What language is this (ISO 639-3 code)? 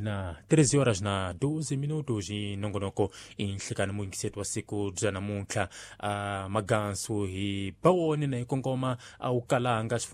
tso